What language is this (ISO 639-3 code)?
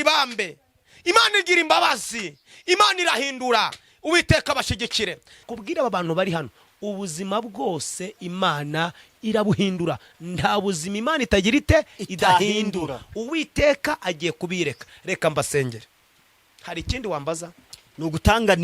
kin